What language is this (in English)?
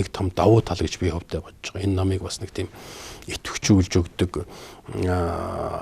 Mongolian